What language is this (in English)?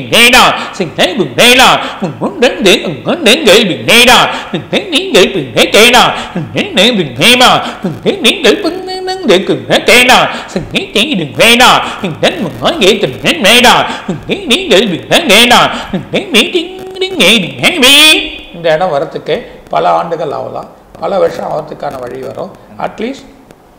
Tamil